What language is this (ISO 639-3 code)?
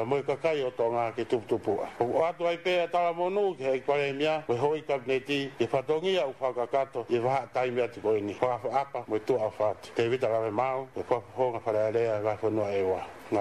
ton